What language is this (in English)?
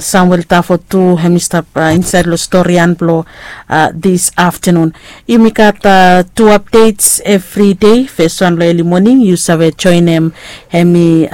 Bislama